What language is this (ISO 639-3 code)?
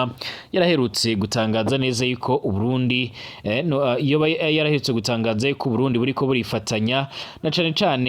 run